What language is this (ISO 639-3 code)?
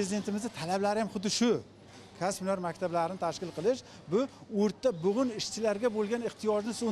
uzb